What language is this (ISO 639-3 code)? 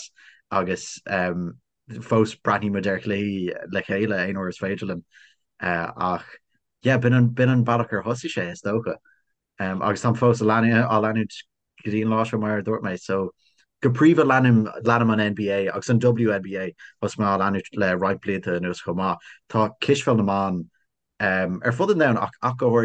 gle